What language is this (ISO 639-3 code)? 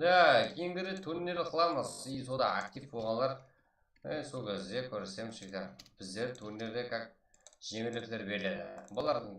kaa